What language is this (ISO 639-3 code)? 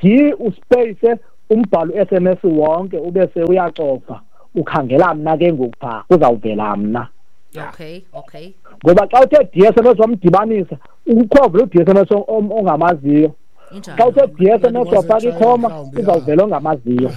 xho